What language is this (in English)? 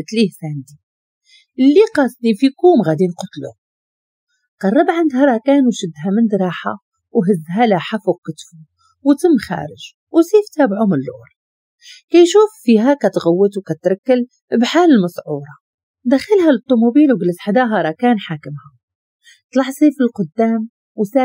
Moroccan Arabic